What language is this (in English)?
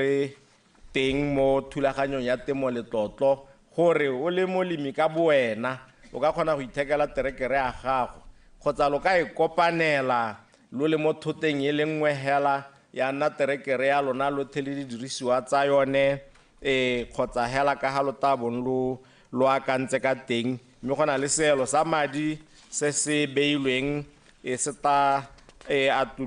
Tswana